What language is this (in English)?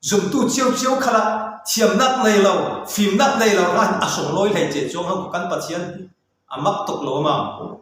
Falam Chin